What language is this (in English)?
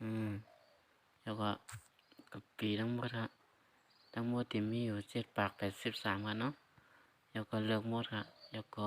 Shan